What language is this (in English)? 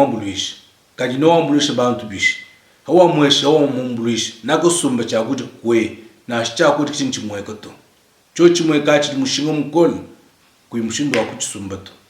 Luba-Lulua